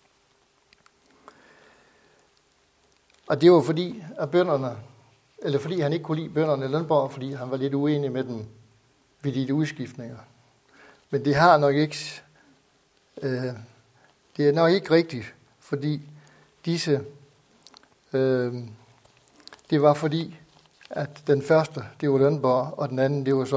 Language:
Danish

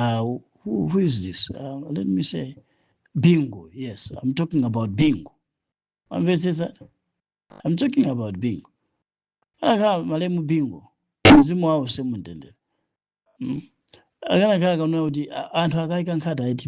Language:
Nyanja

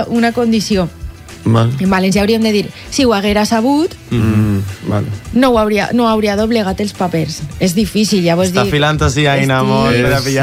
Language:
Catalan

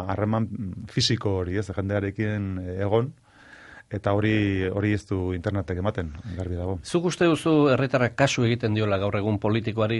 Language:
Basque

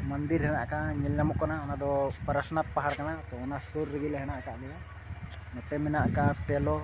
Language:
Santali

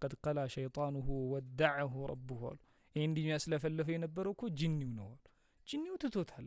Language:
Amharic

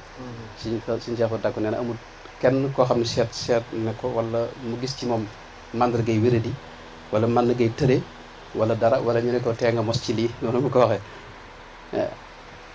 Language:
Wolof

